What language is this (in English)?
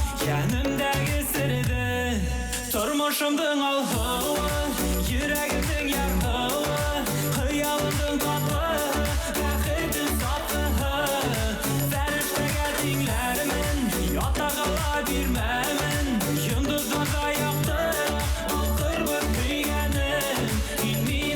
Bashkir